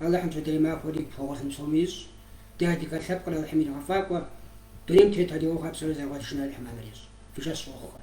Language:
Kabardian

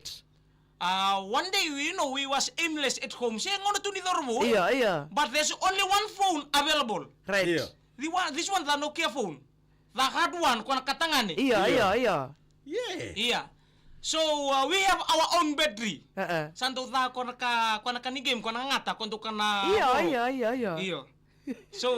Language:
Fijian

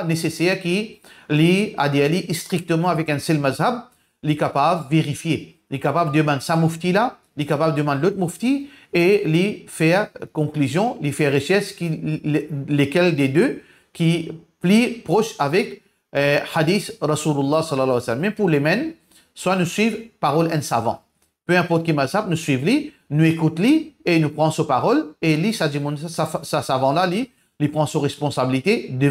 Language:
Morisyen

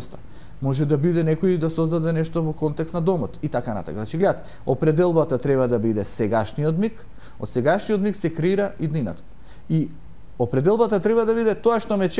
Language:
Macedonian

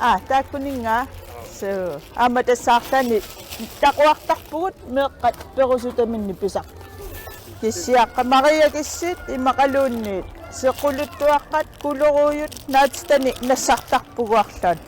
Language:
Kalaallisut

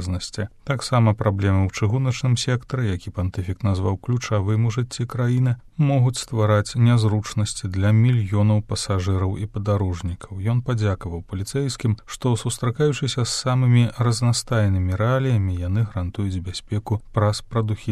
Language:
Belarusian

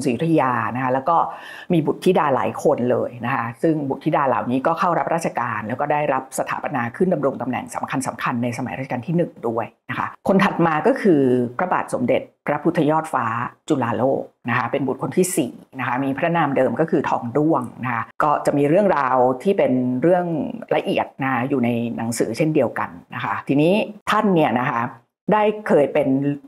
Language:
Thai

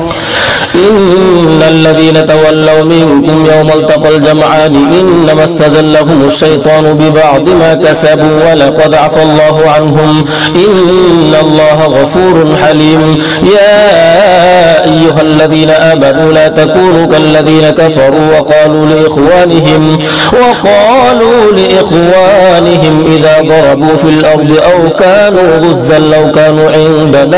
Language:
Arabic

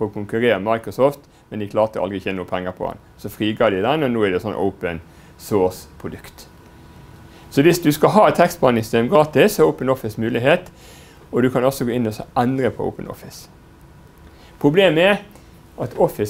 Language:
Norwegian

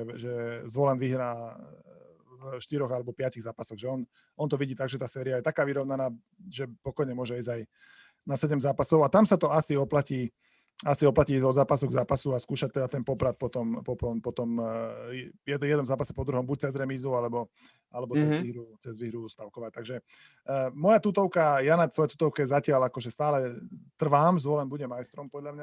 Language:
Slovak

